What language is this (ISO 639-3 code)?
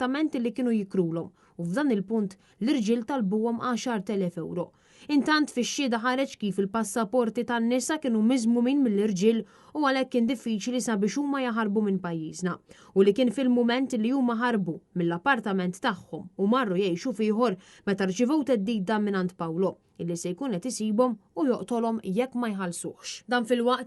mlt